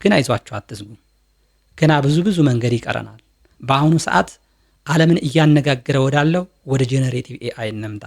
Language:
Amharic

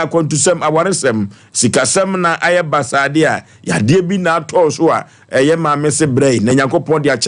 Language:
Akan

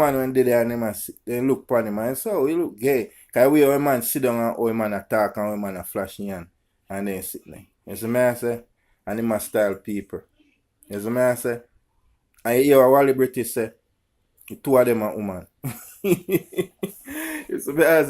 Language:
Jamaican Creole English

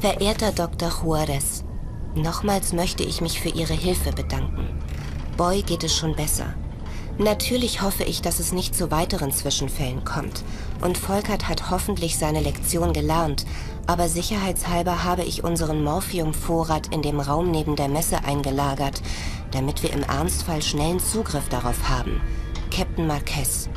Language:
Bavarian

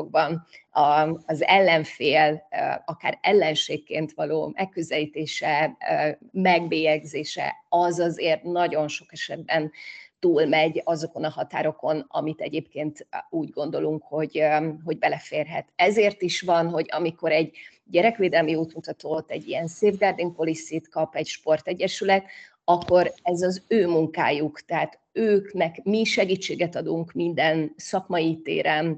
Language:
Hungarian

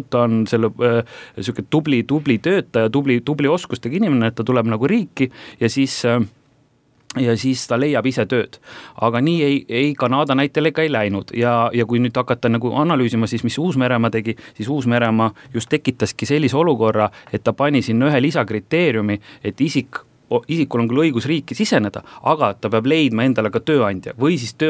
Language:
Estonian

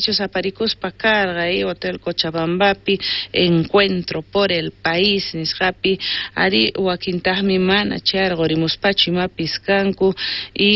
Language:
South Bolivian Quechua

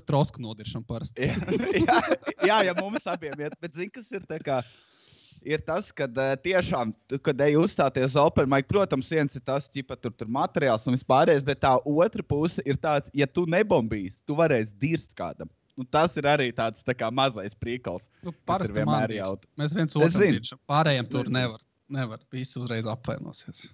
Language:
Latvian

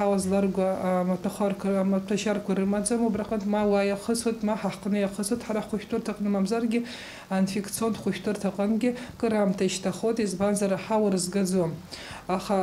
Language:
Abkhazian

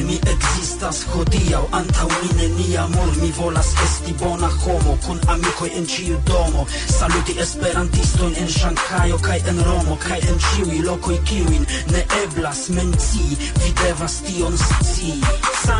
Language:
Esperanto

